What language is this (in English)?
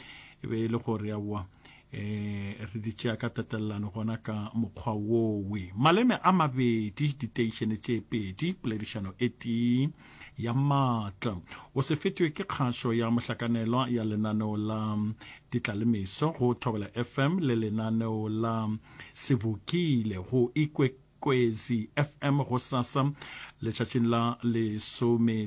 Northern Sotho